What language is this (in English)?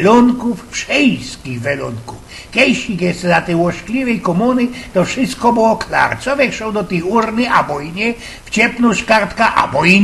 Silesian